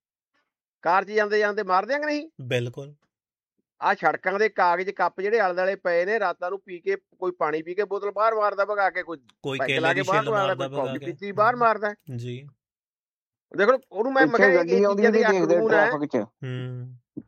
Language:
Punjabi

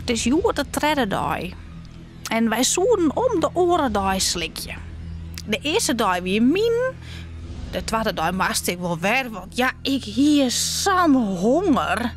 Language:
Western Frisian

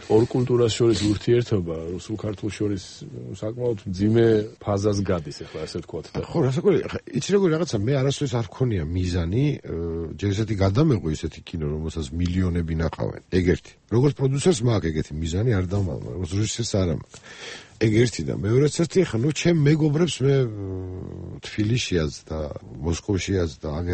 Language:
Georgian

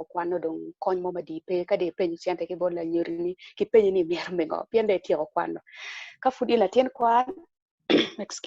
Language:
Acoli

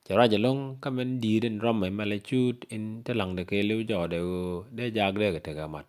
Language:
Nuer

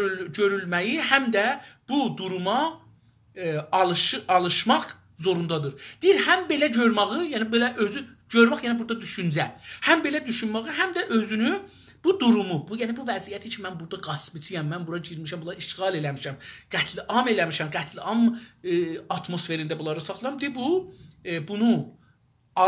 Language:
South Azerbaijani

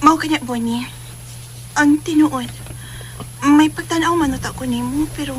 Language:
Cebuano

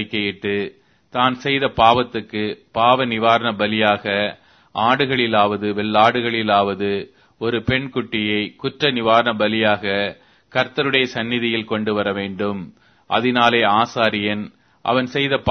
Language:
Tamil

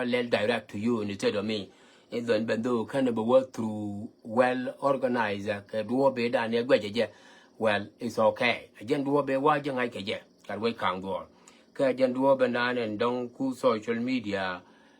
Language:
Nuer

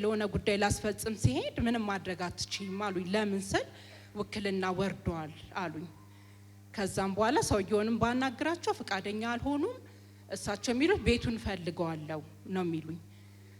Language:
Amharic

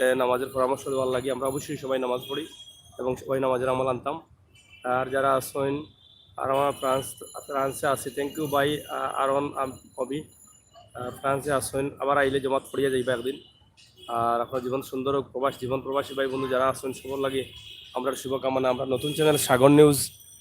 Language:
Sylheti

